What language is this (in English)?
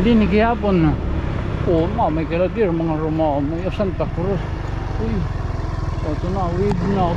Waray